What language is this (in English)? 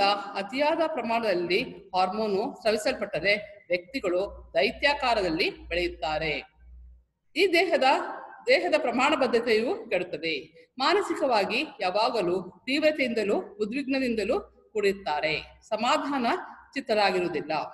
Kannada